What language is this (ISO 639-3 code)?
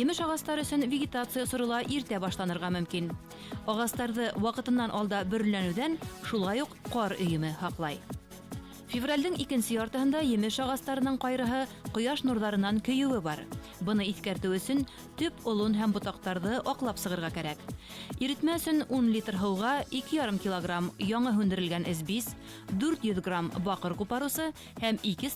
bak